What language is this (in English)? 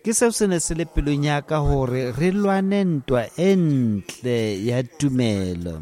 Tswana